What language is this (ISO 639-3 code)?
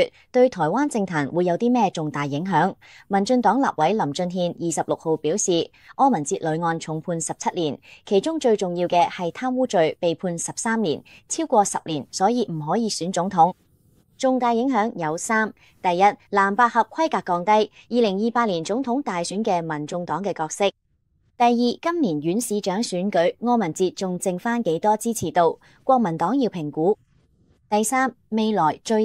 yue